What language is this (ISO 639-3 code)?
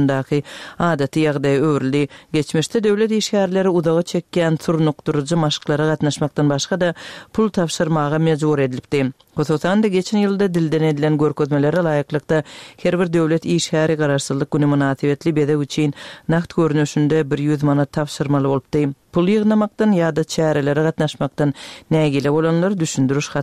tuk